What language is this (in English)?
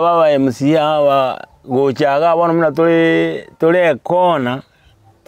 Gusii